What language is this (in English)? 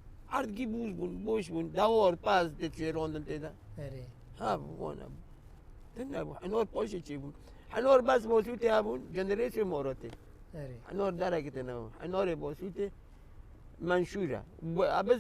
Kurdish